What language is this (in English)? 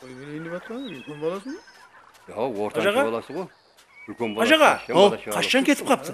Kara-Kalpak